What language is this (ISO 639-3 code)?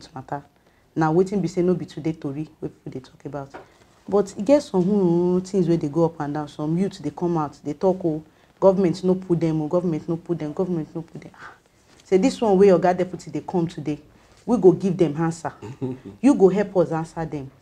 pcm